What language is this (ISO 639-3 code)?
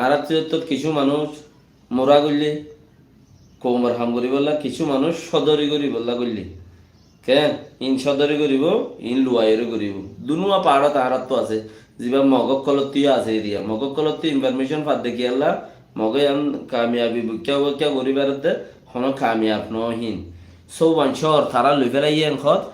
rhg